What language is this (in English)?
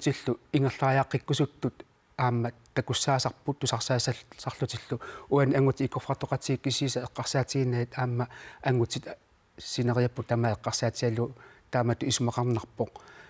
Kalaallisut